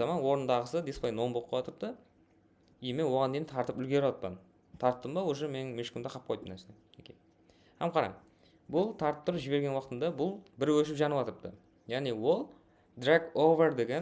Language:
Kara-Kalpak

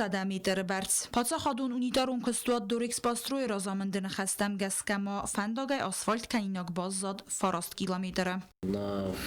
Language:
Ossetic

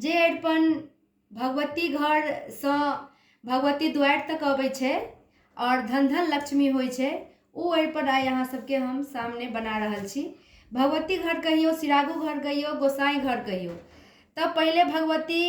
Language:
Maithili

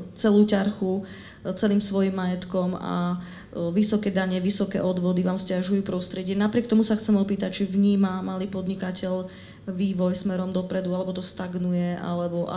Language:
Slovak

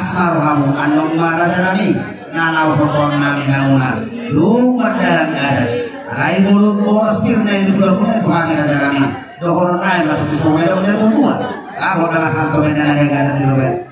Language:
Batak Toba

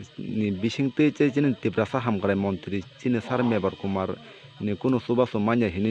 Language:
Kok Borok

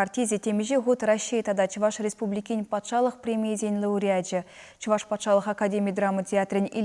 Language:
Chuvash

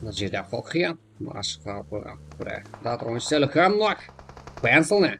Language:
Kara-Kalpak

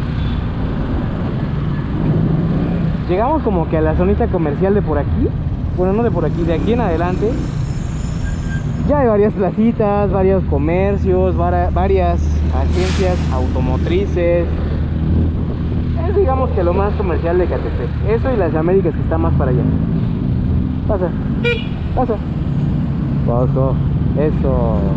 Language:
Spanish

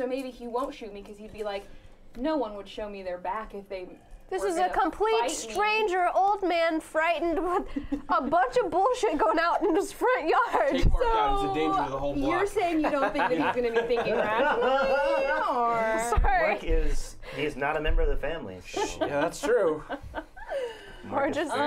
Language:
English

